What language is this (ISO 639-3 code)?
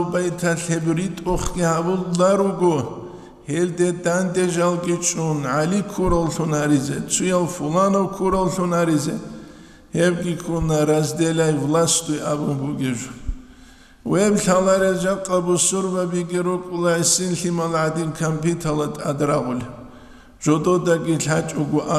ava